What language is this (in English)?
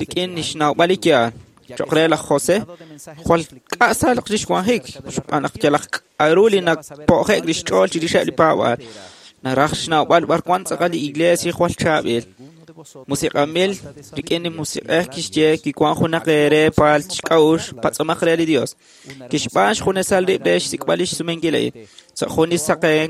Kekchí